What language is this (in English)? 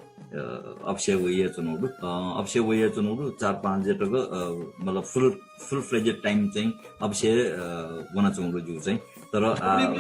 Newari